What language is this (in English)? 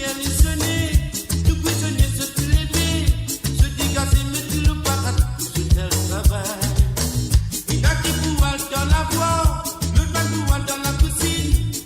Morisyen